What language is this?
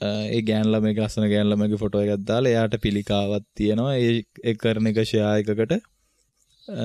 Sinhala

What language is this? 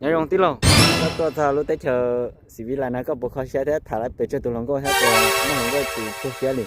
Hmong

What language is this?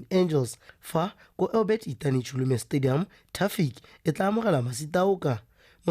Tswana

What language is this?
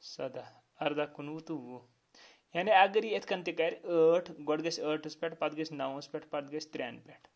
Kashmiri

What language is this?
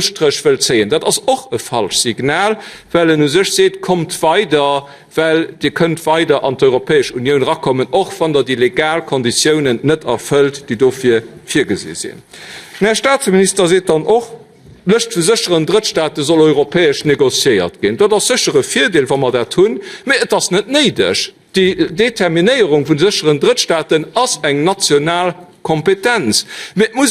Luxembourgish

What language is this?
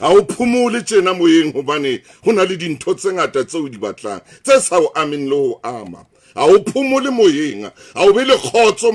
Southern Sotho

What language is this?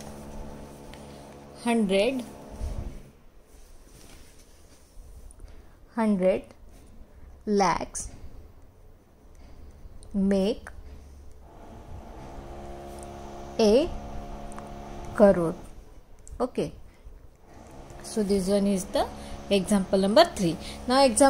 Hindi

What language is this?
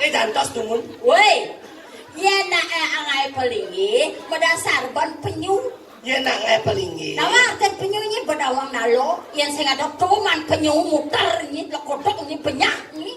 Balinese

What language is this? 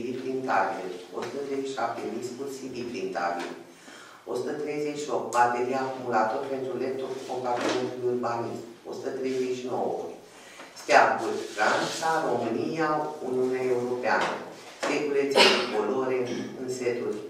Romanian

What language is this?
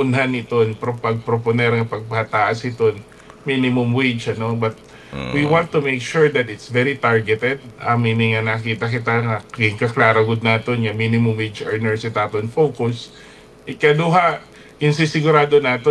Waray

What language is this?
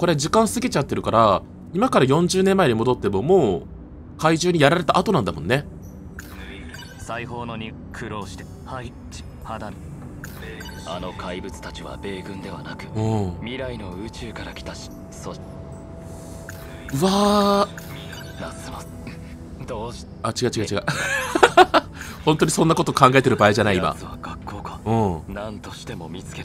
Japanese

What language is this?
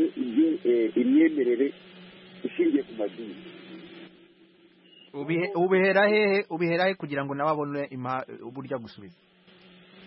Kinyarwanda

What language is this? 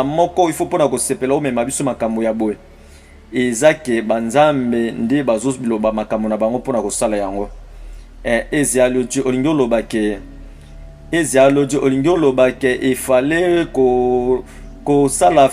Lingala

